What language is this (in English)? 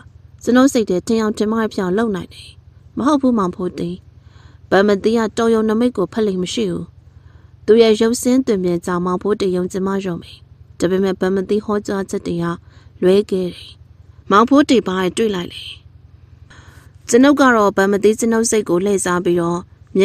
Burmese